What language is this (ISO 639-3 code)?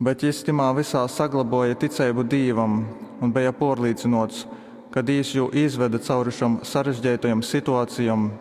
ltg